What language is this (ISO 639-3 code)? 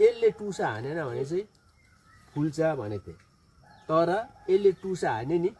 nep